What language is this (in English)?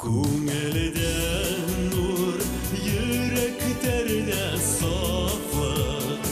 Bashkir